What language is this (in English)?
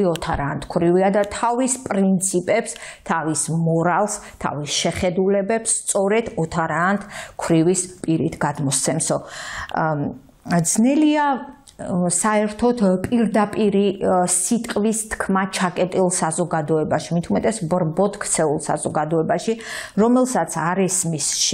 Georgian